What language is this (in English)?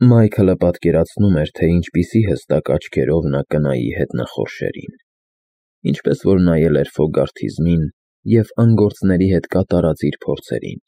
Armenian